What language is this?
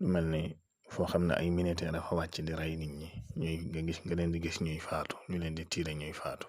Wolof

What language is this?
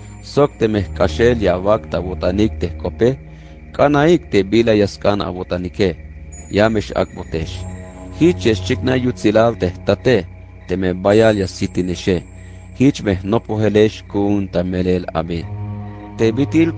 Tzeltal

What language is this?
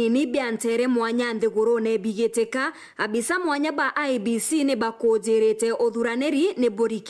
Meru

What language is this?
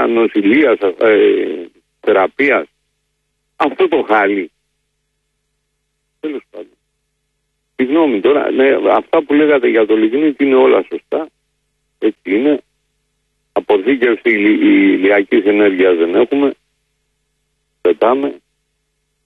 Greek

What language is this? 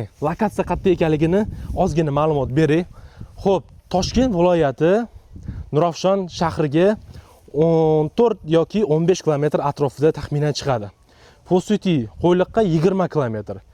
Uzbek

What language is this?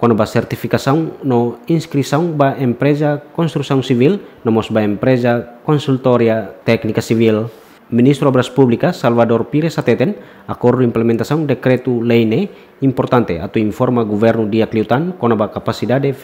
Tetum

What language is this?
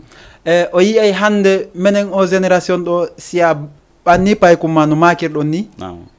Fula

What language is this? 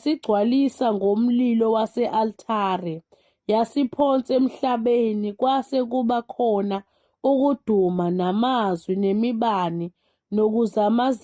Zulu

